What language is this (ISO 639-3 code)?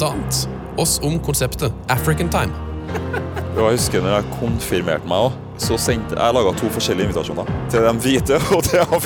nor